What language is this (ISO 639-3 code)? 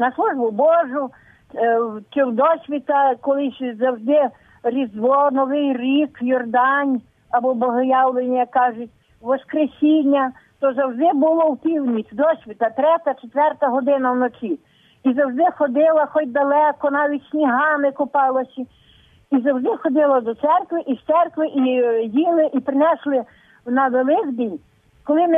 ukr